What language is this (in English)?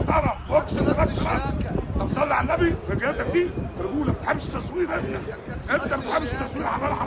Egyptian Arabic